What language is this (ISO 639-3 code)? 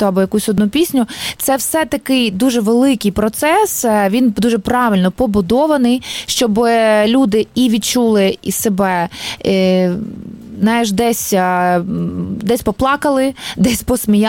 ukr